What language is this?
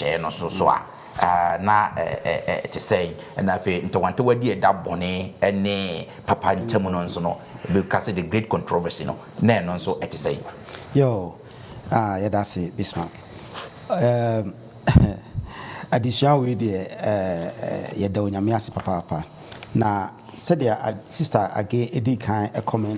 Akan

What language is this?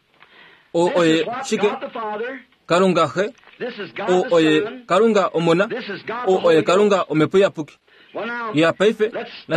Kuanyama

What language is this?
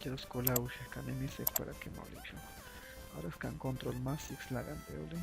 Chuj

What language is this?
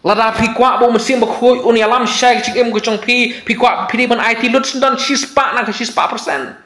Khasi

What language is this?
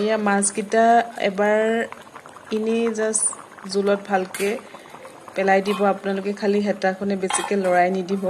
Assamese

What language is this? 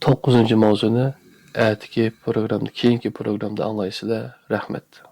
Uyghur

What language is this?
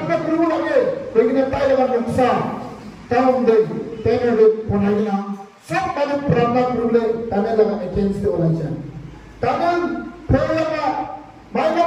Naga Pidgin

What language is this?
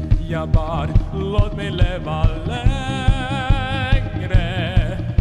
Swedish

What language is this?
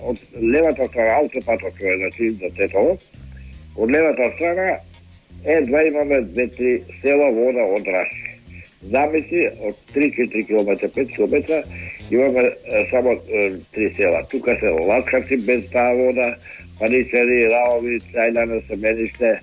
Macedonian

